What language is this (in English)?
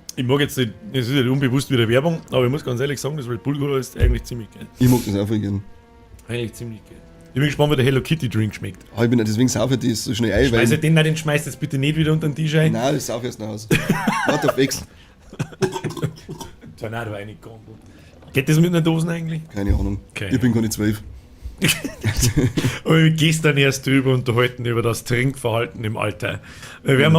Bavarian